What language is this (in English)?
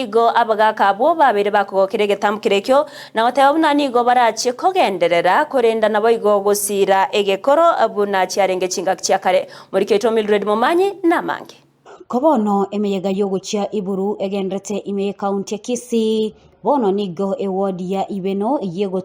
Gusii